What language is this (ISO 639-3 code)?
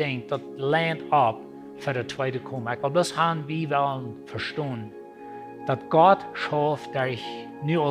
pdt